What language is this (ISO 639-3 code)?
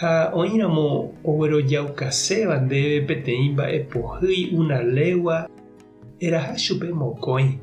grn